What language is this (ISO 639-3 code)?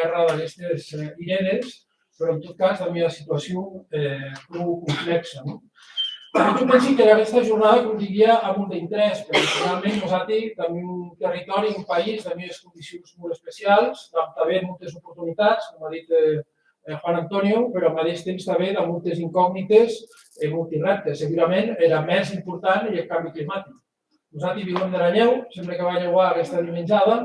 oci